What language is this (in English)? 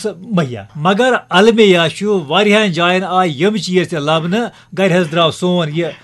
Kashmiri